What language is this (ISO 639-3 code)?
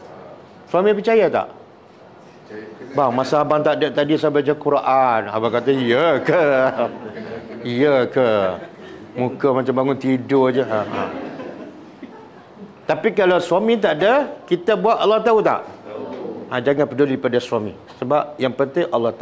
msa